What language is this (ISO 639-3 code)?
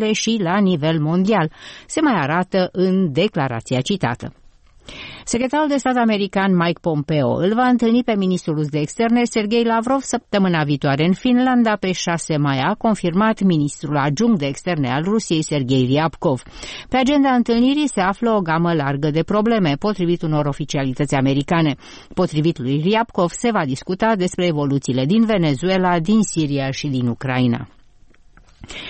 ron